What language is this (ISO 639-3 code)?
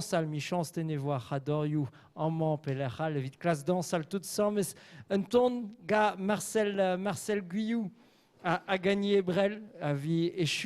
bre